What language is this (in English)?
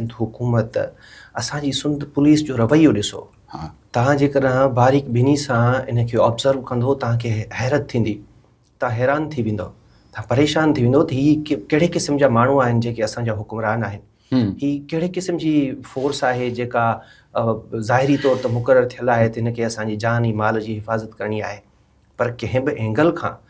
Sindhi